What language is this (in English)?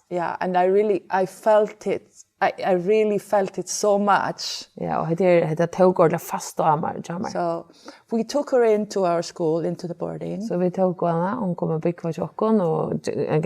Faroese